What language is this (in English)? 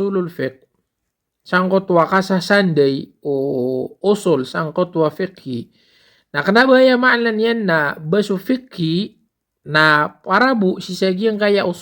Maranao